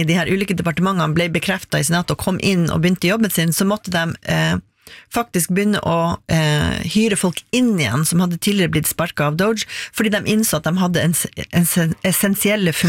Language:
Norwegian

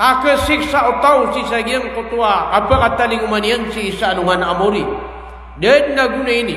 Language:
Maranao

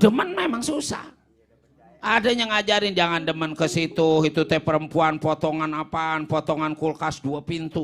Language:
Betawi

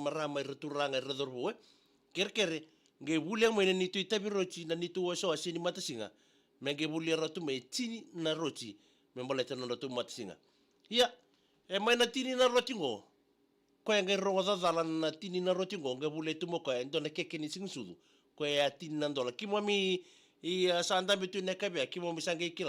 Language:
Fijian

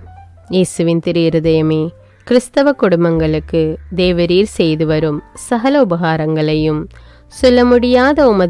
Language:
Tamil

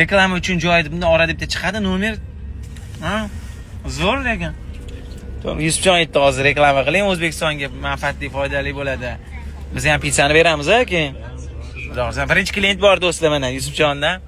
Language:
Uzbek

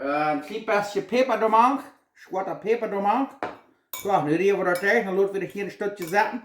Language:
Plautdietsch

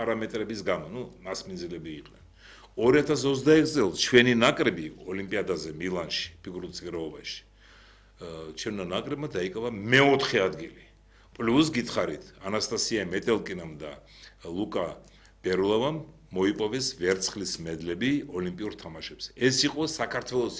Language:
Georgian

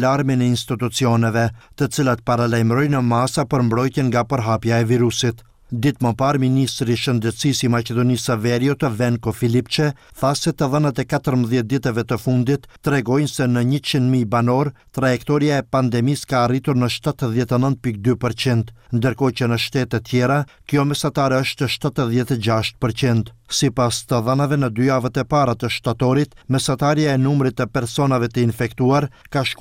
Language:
Albanian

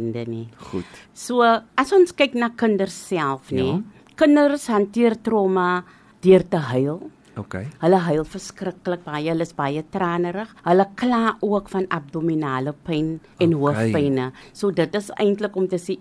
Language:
Afrikaans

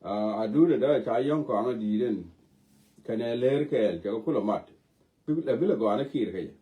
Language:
Nuer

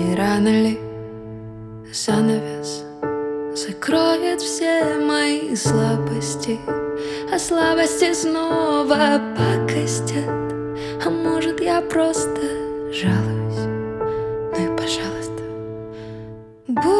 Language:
Russian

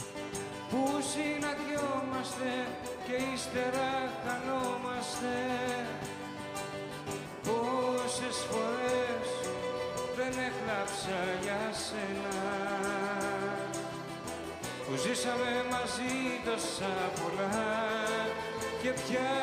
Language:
Greek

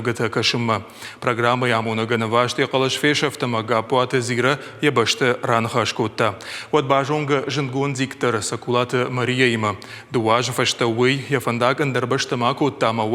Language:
Ossetic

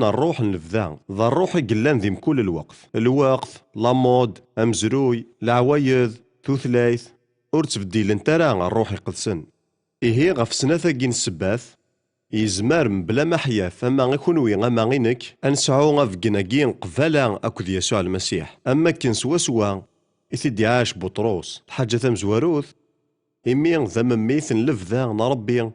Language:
Kabyle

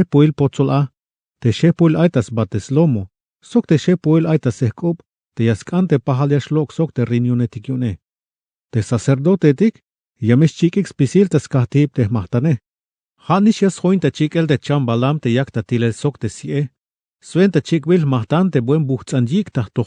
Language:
Tzeltal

